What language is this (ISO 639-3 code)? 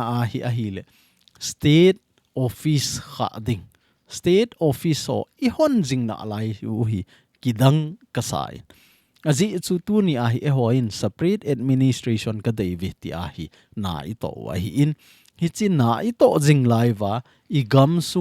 tcz